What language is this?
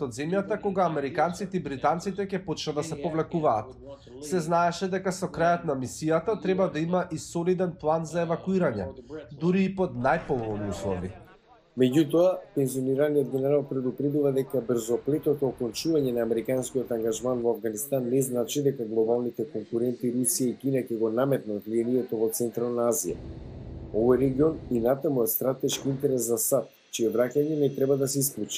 Macedonian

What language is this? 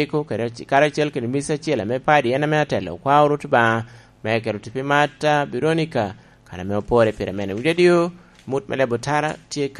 Lango (Uganda)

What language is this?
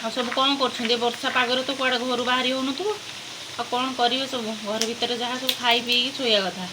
Odia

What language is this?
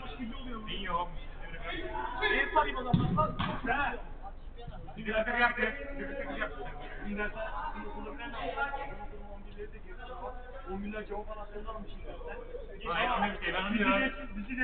Turkish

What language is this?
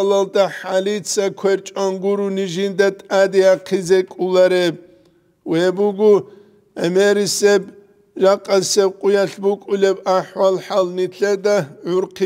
Avaric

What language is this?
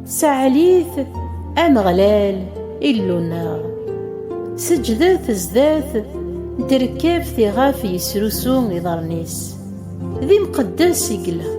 Kabyle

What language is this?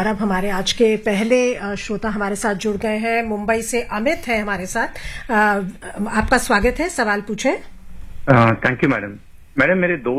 Hindi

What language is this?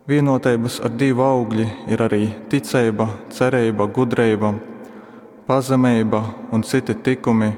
Latgalian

